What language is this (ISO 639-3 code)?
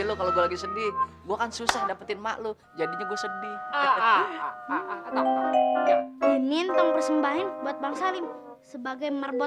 bew